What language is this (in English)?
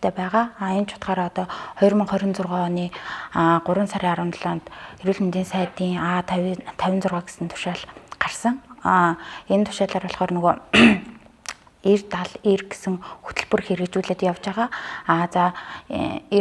Mongolian